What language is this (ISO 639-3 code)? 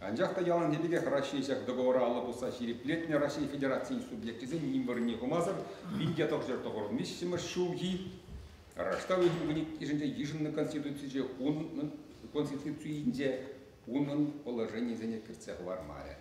chv